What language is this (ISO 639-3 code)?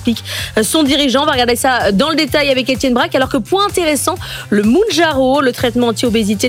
fra